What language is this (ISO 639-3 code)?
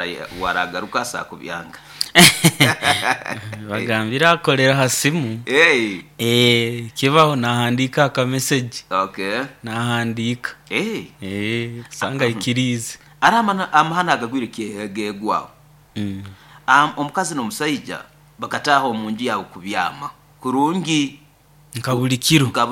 nyo